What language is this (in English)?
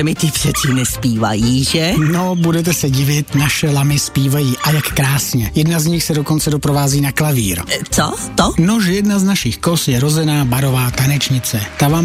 Czech